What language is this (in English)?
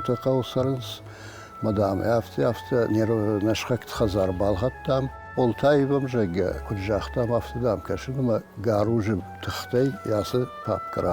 Ossetic